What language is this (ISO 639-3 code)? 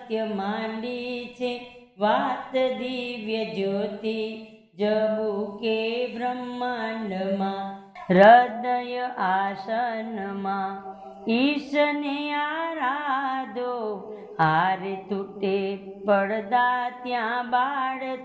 guj